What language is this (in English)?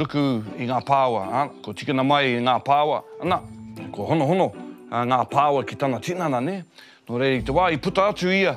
Māori